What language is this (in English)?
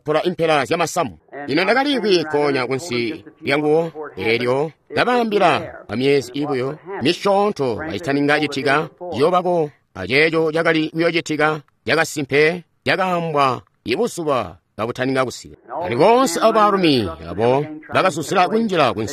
Tonga (Zambia)